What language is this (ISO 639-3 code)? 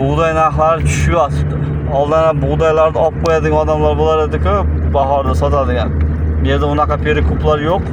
uzb